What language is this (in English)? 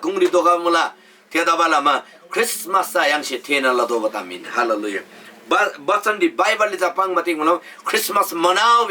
Eastern Tamang